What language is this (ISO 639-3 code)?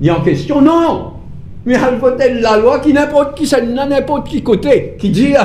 mfe